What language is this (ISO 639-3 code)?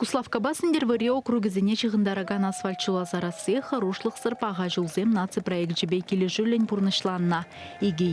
chv